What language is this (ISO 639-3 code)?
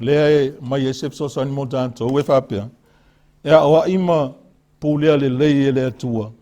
smo